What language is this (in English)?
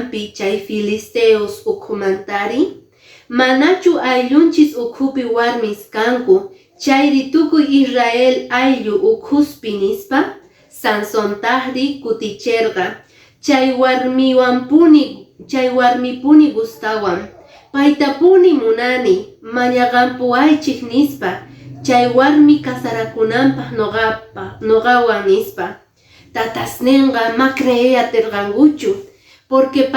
Quechua